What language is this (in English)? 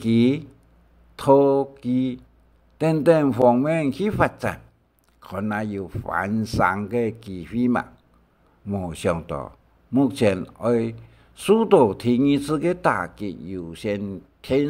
Hakka Chinese